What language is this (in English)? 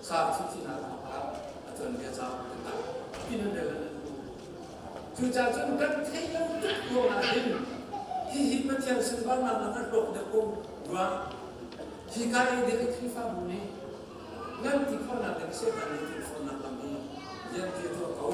Hakha Chin